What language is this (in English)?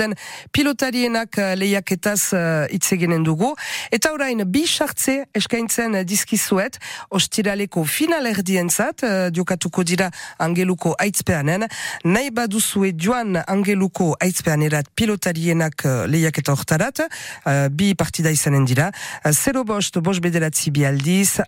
Basque